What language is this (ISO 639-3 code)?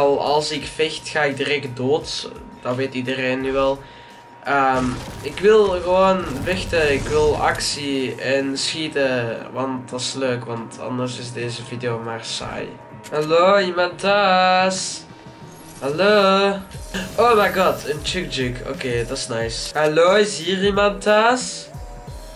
nld